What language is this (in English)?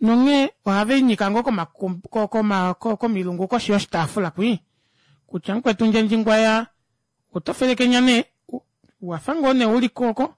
Kuanyama